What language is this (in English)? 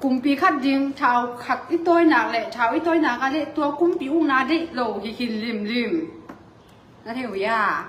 Tedim Chin